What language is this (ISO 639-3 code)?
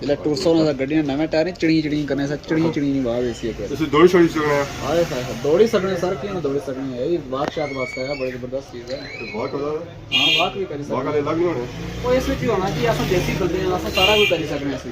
phr